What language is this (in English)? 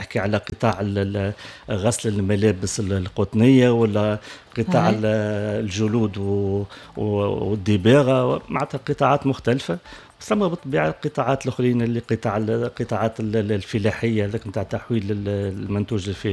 Tunisian Arabic